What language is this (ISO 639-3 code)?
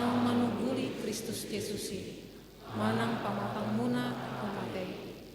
bbc